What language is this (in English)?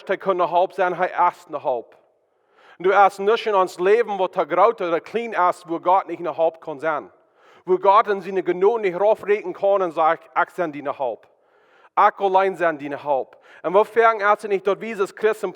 Plautdietsch